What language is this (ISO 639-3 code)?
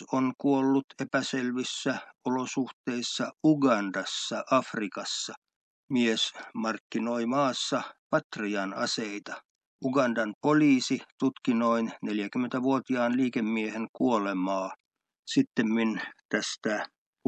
fin